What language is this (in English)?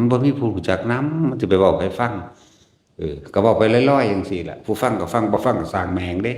Northeastern Thai